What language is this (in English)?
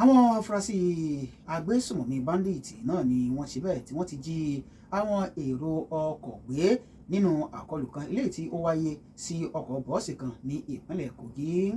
Yoruba